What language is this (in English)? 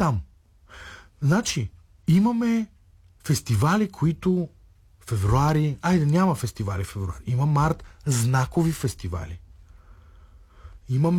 Bulgarian